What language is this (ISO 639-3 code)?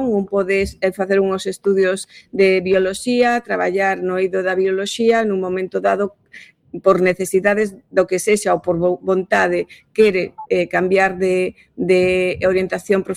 glg